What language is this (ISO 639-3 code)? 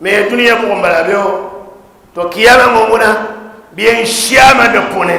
dag